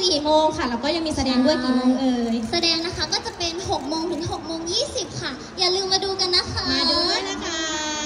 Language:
Thai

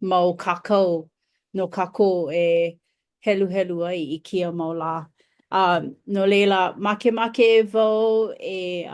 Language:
Hawaiian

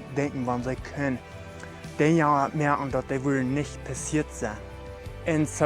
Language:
Plautdietsch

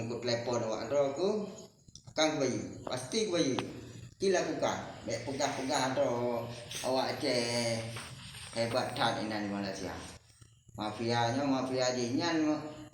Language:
Achinese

